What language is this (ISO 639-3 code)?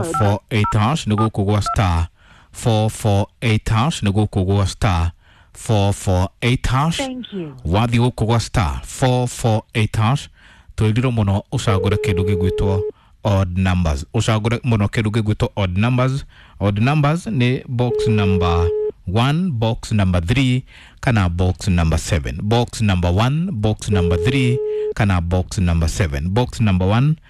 kik